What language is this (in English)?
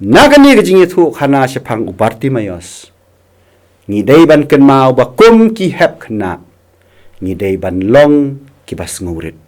Khasi